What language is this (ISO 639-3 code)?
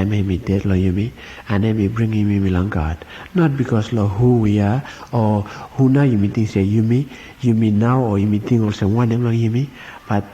bis